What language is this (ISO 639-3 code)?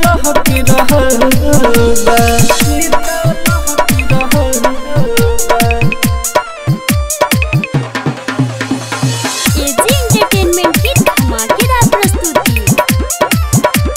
bho